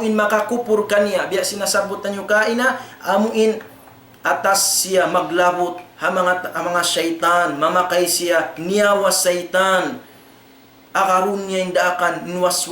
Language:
Tausug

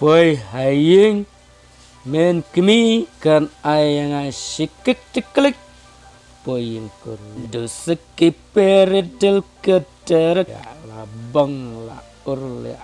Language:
Khasi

